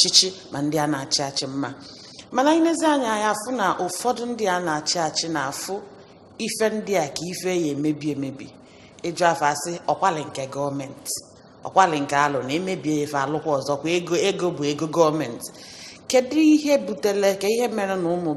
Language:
Igbo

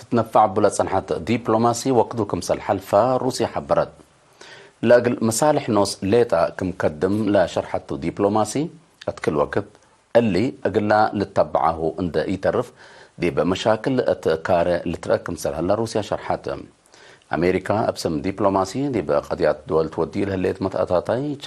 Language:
Tigre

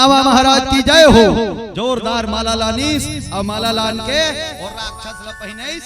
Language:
Chhattisgarhi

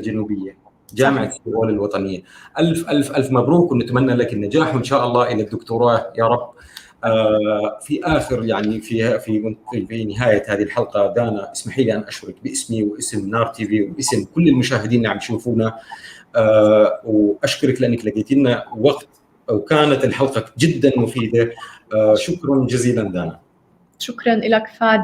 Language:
North Levantine Arabic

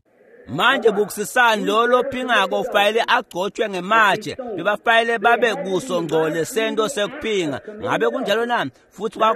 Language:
Swati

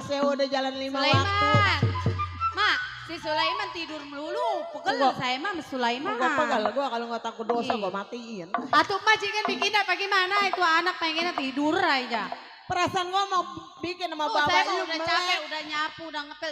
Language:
Betawi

